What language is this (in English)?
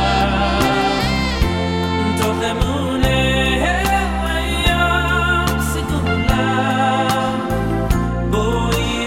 Hebrew